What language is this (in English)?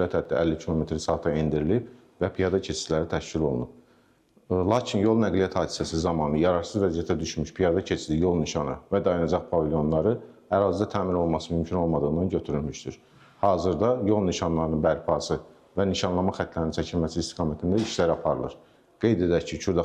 Azerbaijani